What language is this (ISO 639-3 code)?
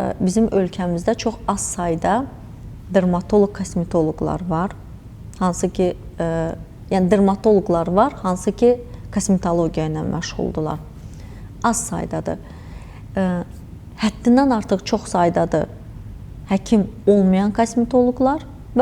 aze